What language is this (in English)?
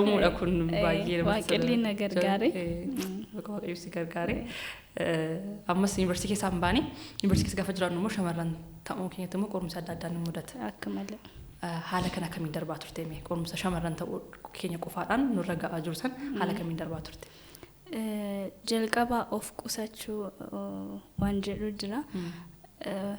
Oromo